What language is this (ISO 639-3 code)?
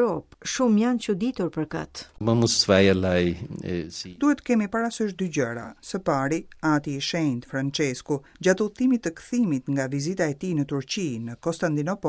sqi